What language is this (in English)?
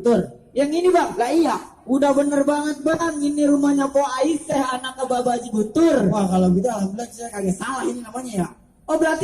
Betawi